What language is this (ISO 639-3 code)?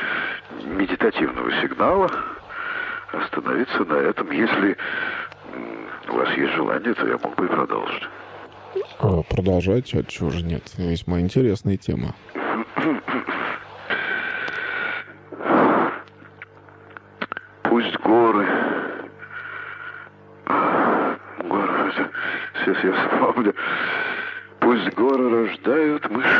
rus